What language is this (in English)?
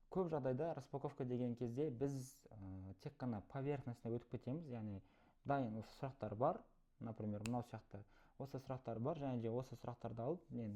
Kazakh